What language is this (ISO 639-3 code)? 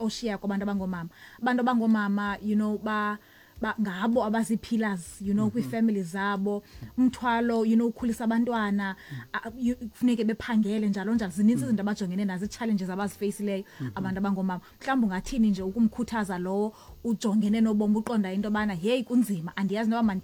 xho